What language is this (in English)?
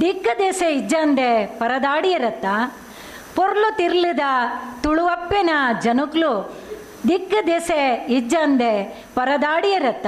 Tulu